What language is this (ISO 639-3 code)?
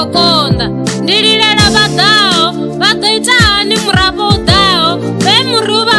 ven